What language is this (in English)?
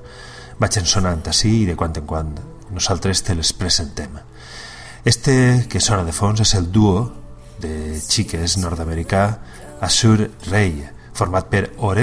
Catalan